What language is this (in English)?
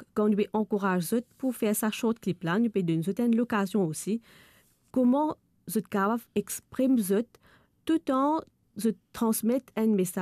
Morisyen